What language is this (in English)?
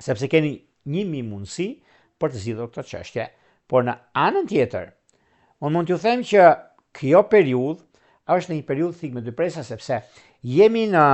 Albanian